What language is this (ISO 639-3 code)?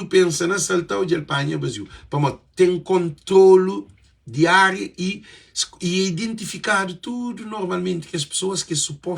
kea